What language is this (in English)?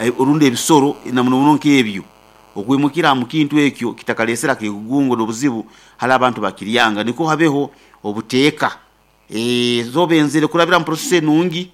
Nyoro